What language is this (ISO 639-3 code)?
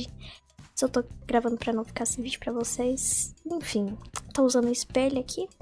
por